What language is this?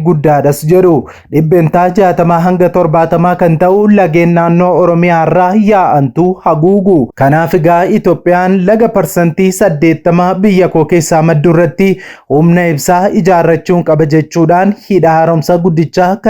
Oromo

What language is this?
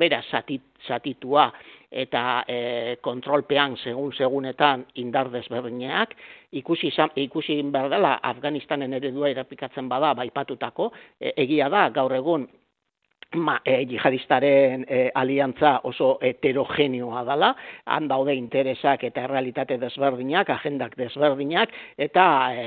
Basque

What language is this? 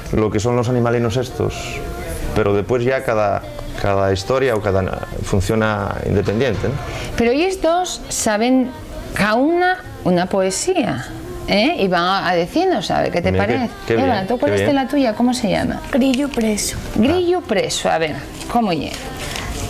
Asturian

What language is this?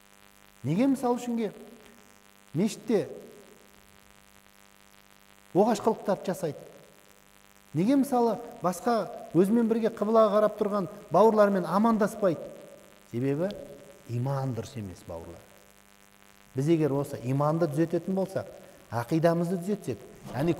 Kazakh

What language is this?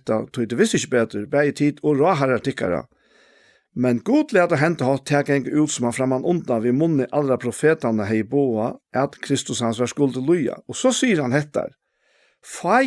Faroese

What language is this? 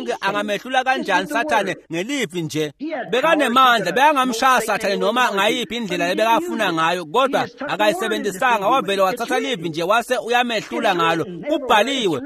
Swati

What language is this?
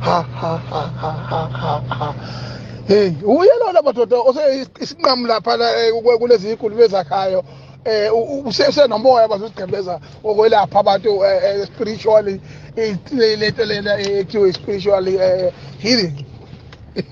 Zulu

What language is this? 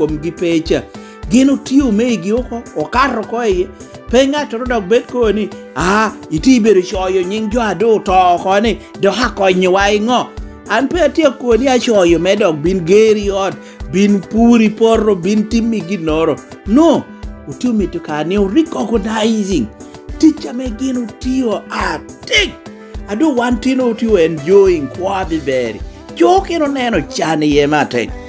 Lango (Uganda)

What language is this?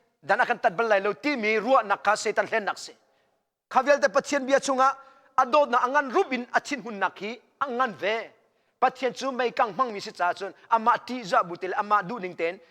Hakha Chin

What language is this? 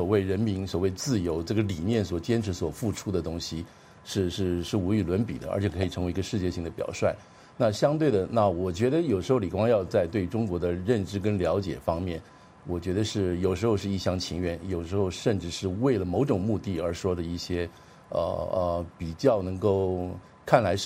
Chinese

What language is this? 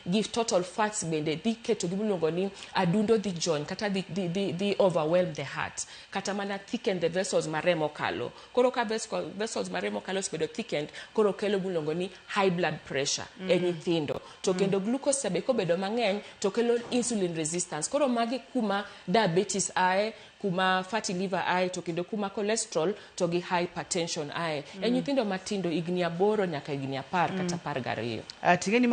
Luo (Kenya and Tanzania)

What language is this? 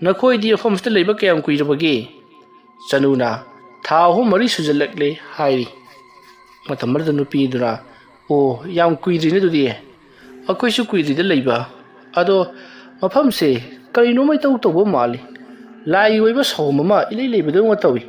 Manipuri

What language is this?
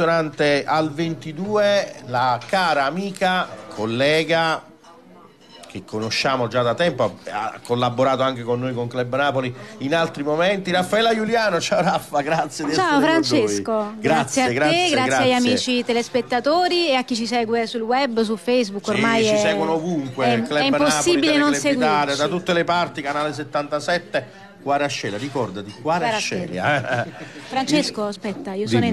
Italian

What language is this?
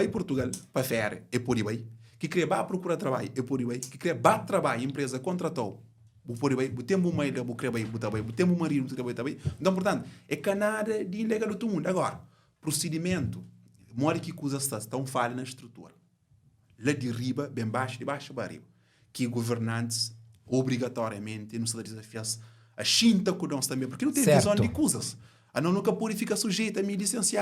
Kabuverdianu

